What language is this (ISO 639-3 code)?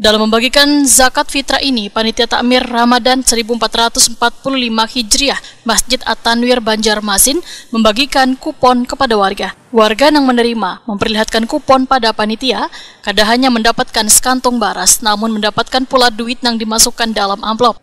bjn